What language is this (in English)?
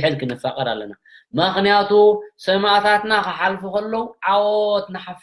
Tigrinya